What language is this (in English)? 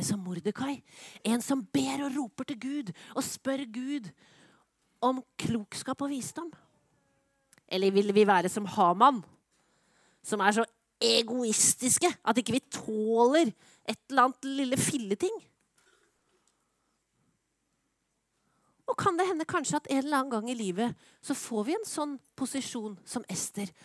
Norwegian